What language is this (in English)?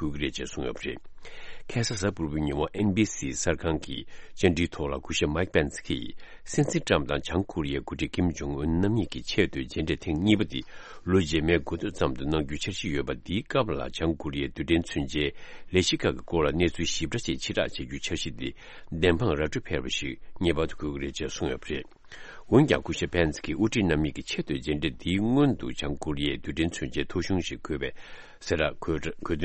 Tibetan